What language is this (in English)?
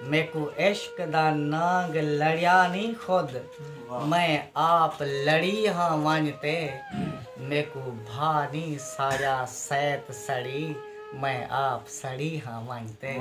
Saraiki